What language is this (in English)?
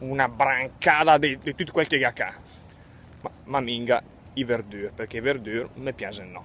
Lombard